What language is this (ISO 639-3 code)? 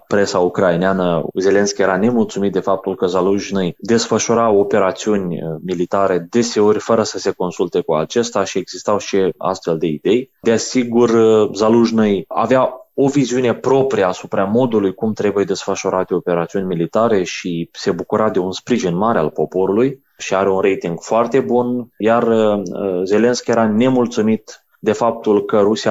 ron